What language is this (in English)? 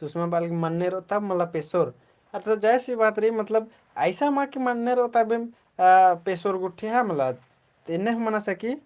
Kurukh